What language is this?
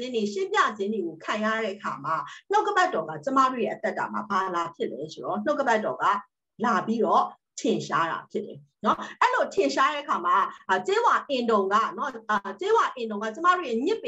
Burmese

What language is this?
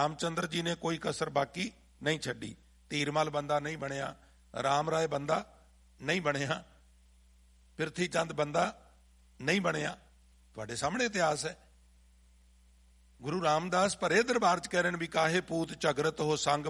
Punjabi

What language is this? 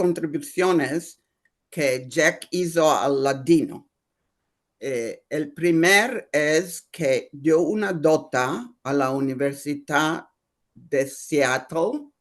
Ladino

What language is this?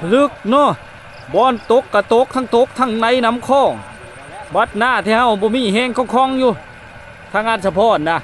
Lao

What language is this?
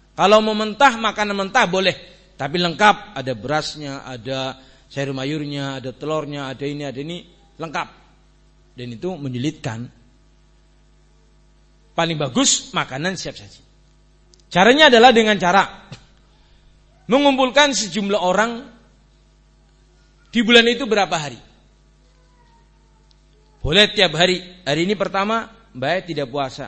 Indonesian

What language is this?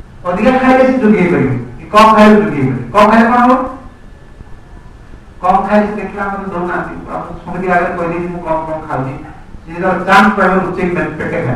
Odia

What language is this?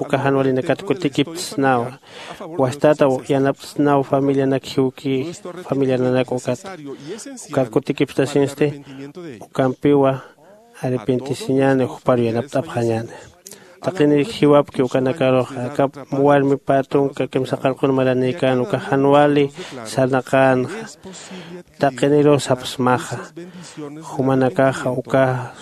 Aymara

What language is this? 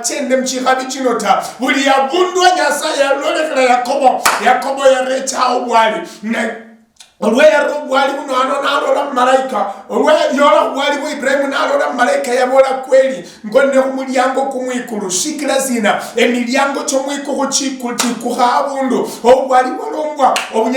Luyia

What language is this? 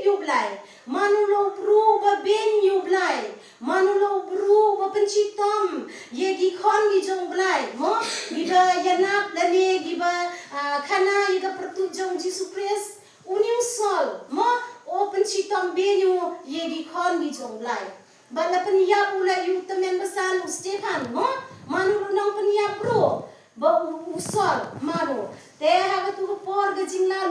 Khasi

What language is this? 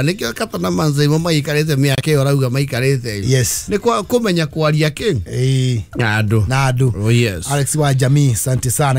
Kikuyu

